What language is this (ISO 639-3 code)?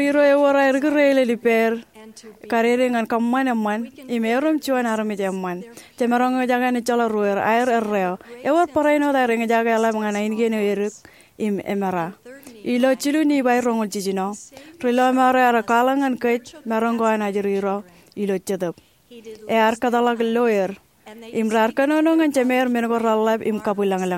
mah